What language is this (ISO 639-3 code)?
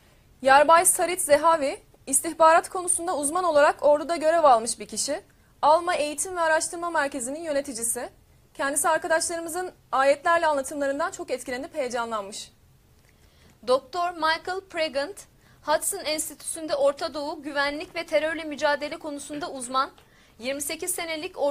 tur